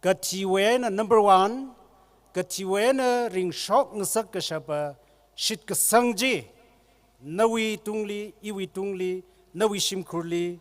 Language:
Tangkhul Naga (India)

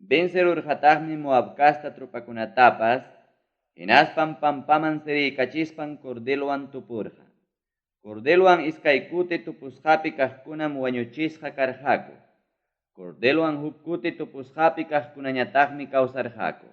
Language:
Ayacucho Quechua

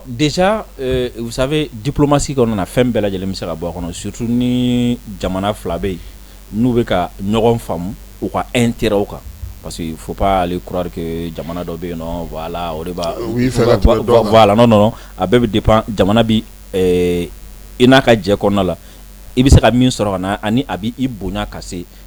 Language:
Bambara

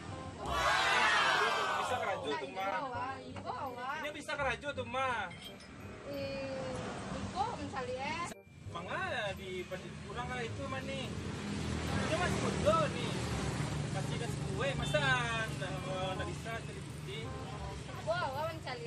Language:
Minangkabau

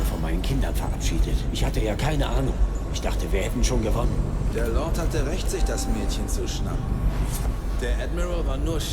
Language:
Bavarian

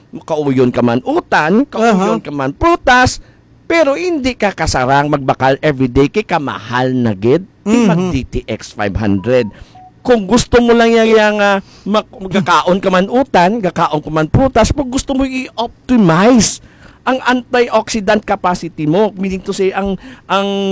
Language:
Hiligaynon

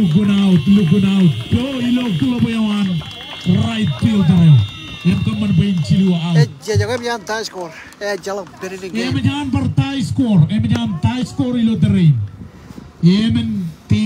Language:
Marshallese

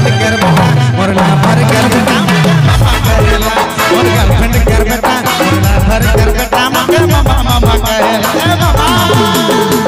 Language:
Sadri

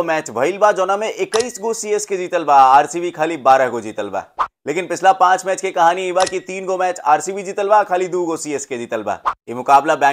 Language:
Bhojpuri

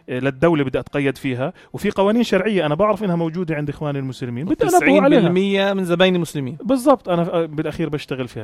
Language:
North Levantine Arabic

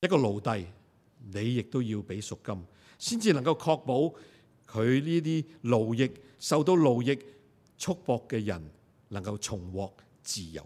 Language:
Cantonese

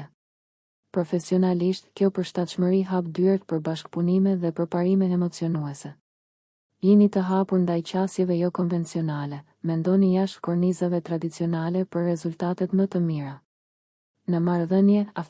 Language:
Albanian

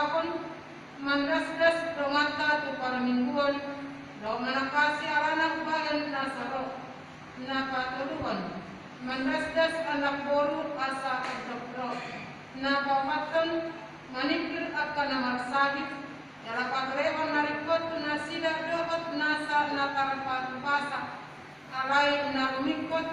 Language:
Batak Toba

